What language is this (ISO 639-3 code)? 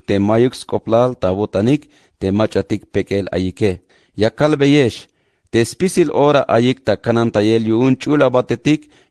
tzh